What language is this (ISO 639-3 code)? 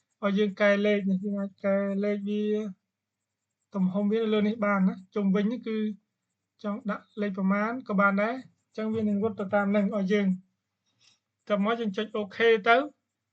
khm